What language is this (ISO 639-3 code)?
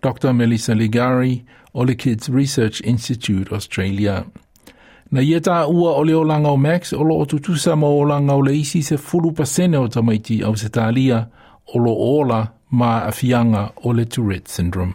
smo